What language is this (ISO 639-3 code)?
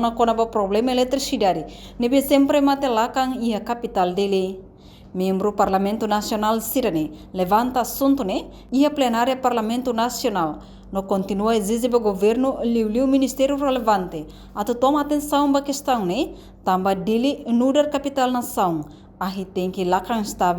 tet